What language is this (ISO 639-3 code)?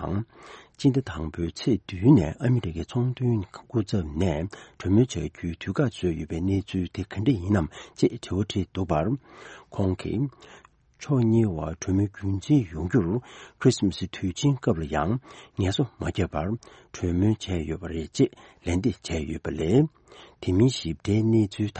bod